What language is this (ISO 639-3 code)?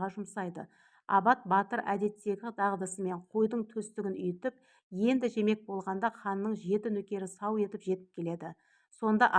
kaz